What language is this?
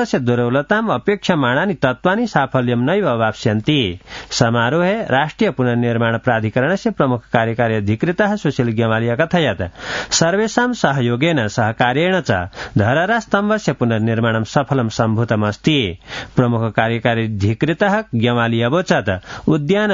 Sanskrit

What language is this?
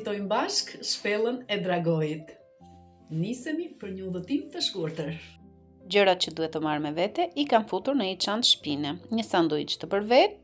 Albanian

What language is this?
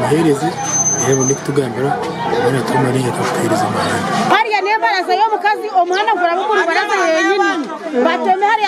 Nyankole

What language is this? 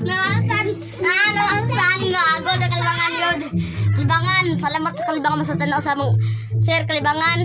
Cebuano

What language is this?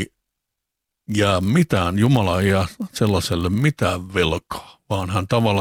Finnish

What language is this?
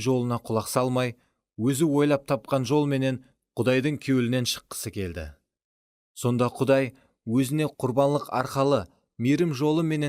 Kara-Kalpak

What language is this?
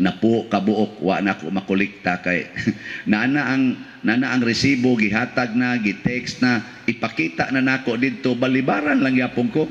Cebuano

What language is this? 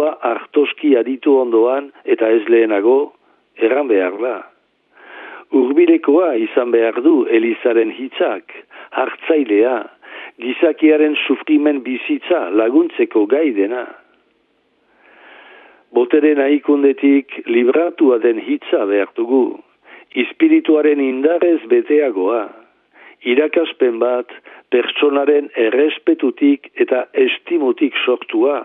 Basque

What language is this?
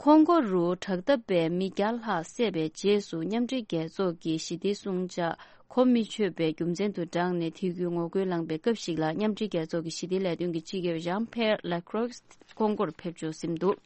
Tibetan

